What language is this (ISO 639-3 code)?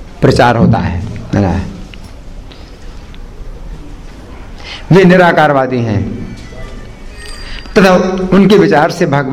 hin